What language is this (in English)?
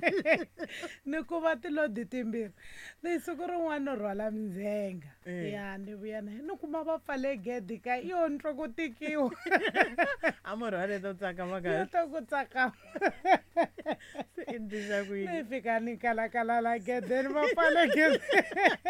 Tsonga